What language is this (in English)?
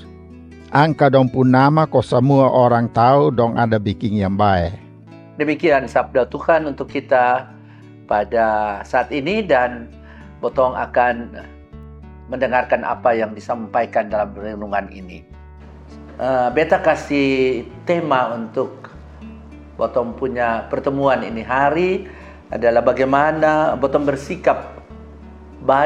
Kupang Malay